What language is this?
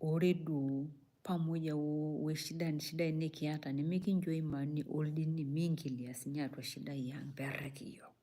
Masai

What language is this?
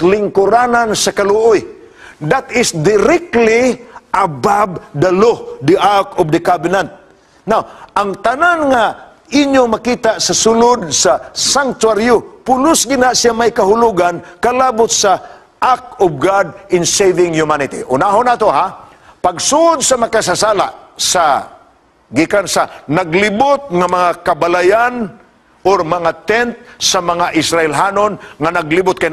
Cebuano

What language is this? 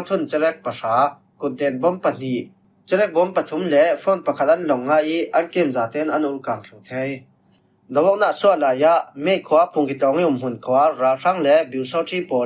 Falam Chin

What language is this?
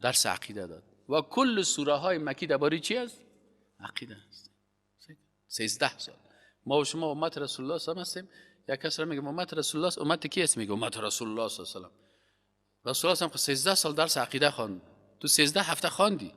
Persian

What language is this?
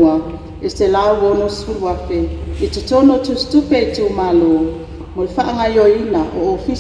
Samoan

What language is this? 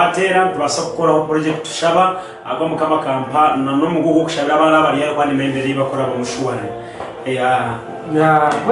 Nyankole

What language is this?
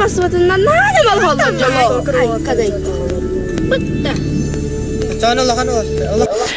Yakut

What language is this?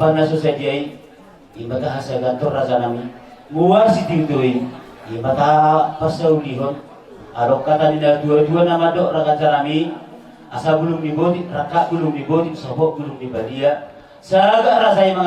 Batak Toba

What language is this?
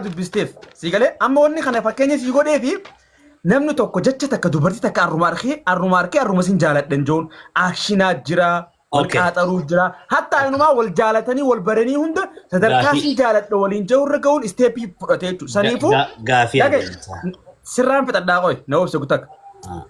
Oromo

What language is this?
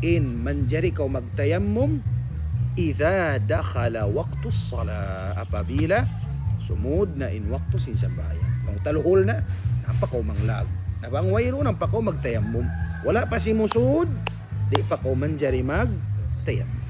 Tausug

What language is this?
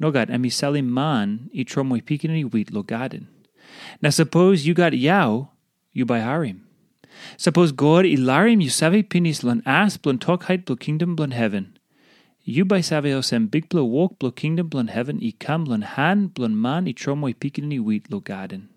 Tok Pisin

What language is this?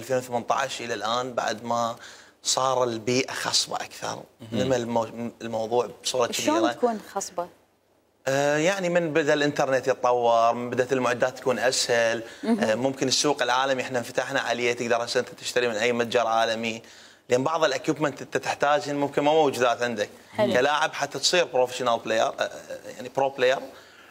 Mesopotamian Arabic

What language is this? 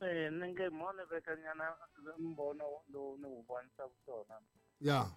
Tsonga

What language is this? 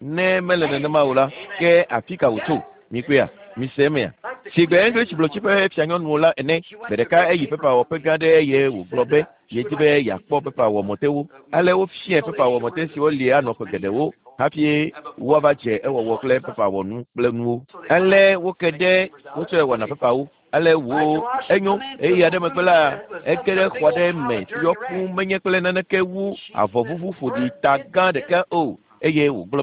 Ewe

